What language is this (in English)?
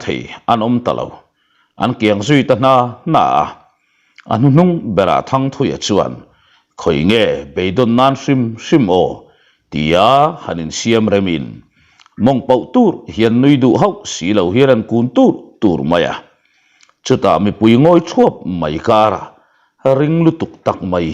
Mizo